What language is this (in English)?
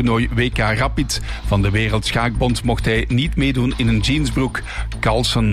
Dutch